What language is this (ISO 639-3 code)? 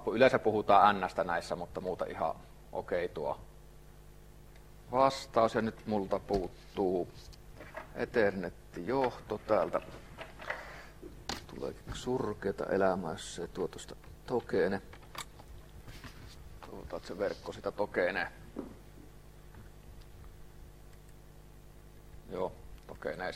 fin